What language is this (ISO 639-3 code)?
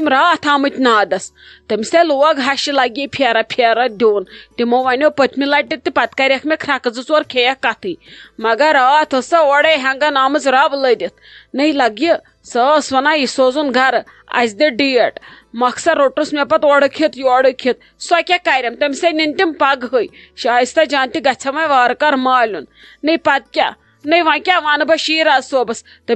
kas